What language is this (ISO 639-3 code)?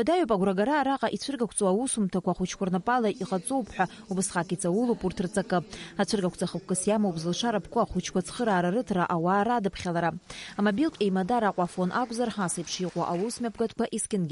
abk